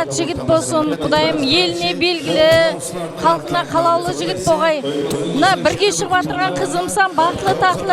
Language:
Kara-Kalpak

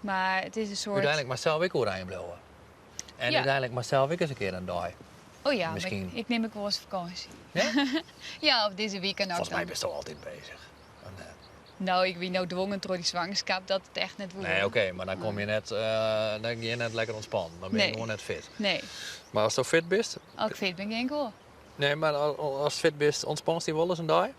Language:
Western Frisian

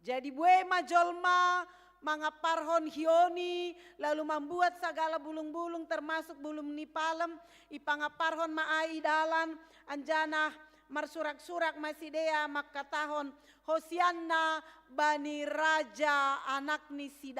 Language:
Batak Simalungun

